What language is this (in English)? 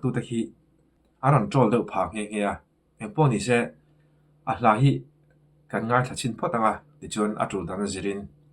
Mizo